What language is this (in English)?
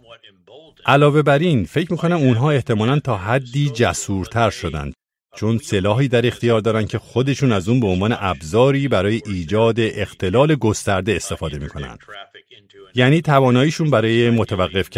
Persian